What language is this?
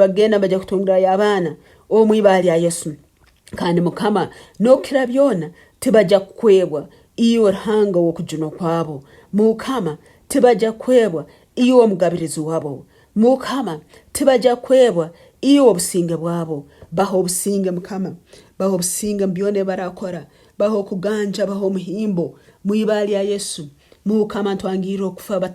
Nyankole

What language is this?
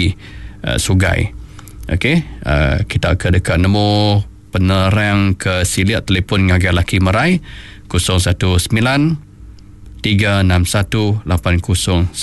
Iban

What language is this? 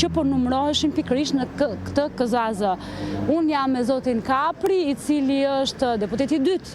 Albanian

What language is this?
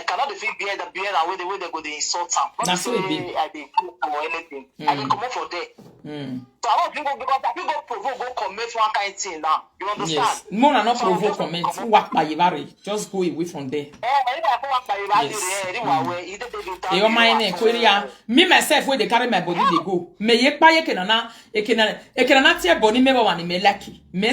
Nigerian Pidgin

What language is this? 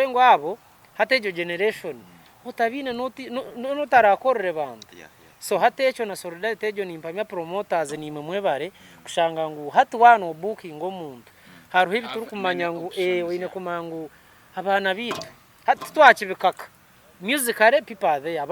Nyankole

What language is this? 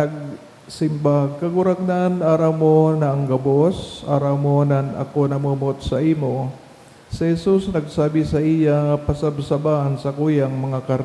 Bikol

